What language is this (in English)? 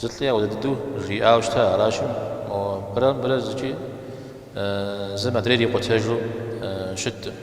Kabardian